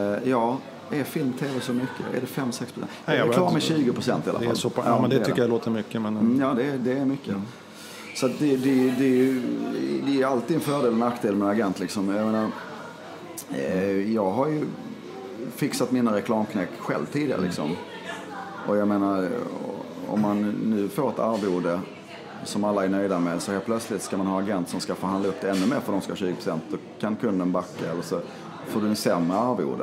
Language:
Swedish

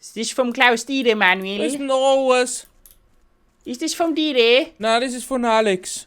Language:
Bavarian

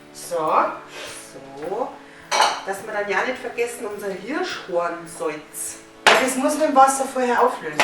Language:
Bavarian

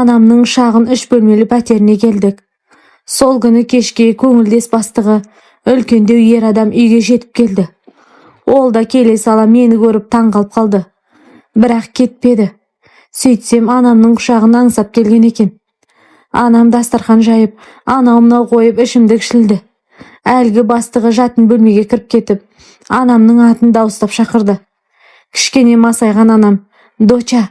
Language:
Kazakh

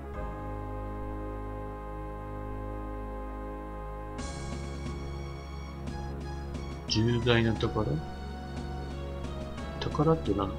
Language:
Japanese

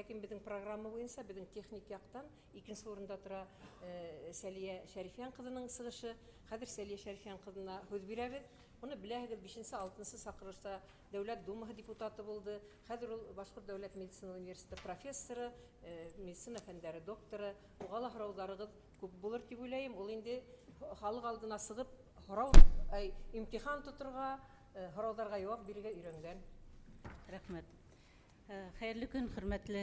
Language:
Bashkir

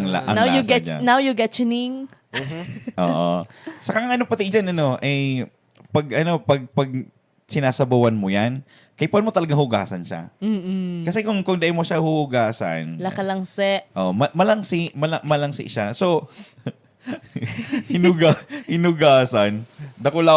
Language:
Bikol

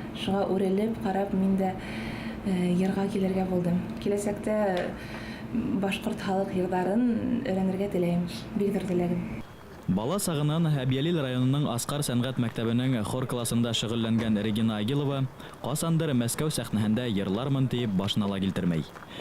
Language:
Bashkir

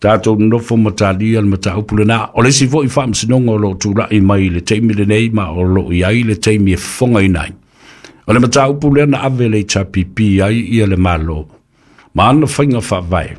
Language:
Samoan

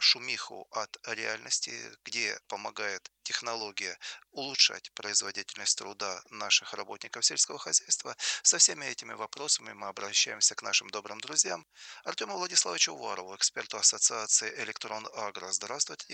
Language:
Russian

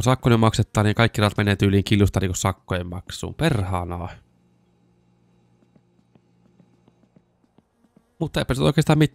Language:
Finnish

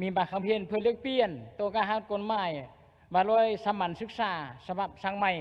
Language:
Lao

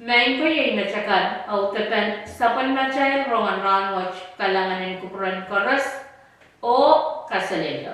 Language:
Pohnpeian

